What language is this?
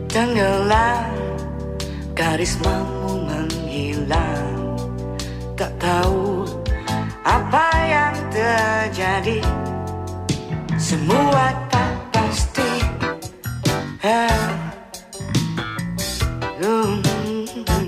Indonesian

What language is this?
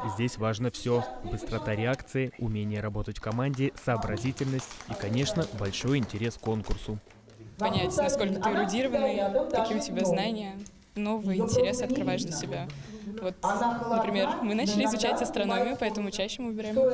Russian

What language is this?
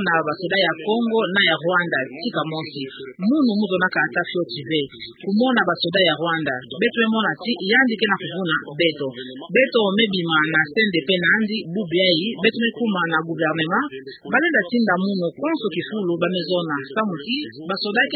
Kituba (Democratic Republic of Congo)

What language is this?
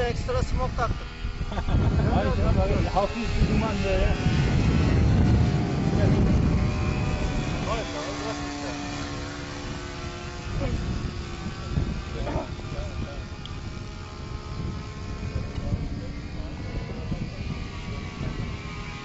Turkish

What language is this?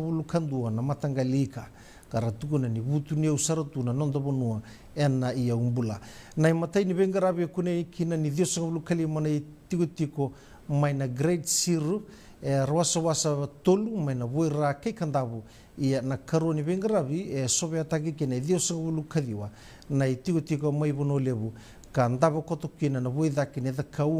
Fijian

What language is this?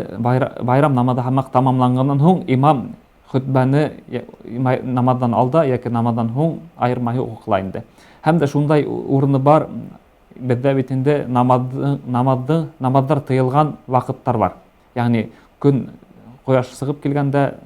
Bashkir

